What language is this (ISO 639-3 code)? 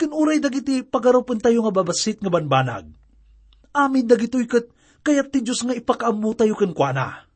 ilo